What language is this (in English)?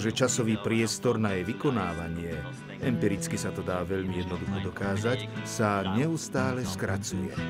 Slovak